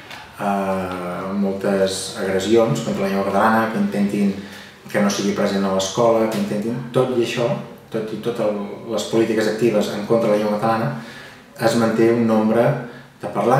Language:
Catalan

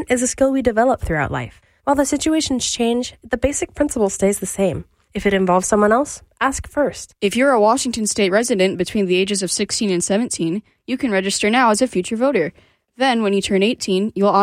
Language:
English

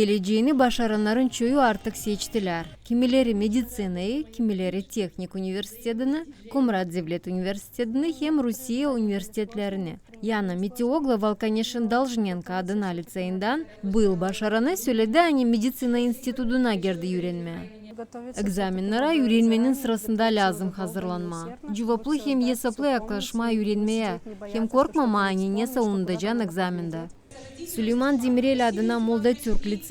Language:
Gagauz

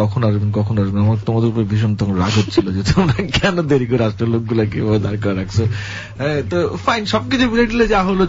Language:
Bangla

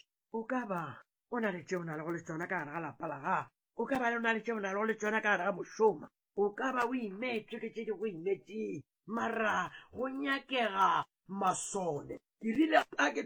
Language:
Northern Sotho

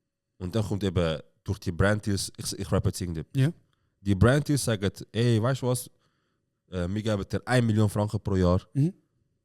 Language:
Swiss German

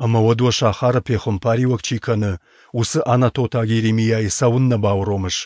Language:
Ossetic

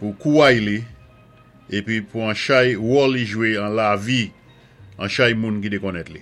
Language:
Saint Lucian Creole French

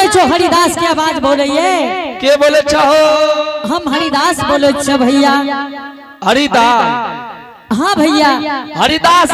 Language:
Angika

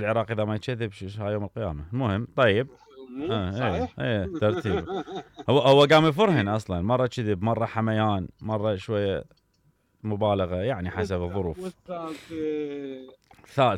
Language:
Mesopotamian Arabic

